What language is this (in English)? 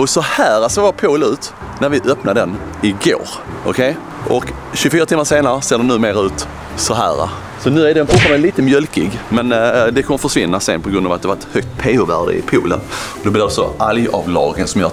Swedish